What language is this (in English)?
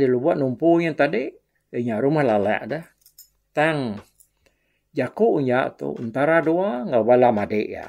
Iban